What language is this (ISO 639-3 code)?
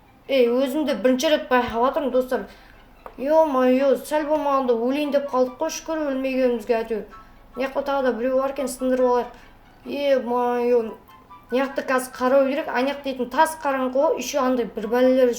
kaz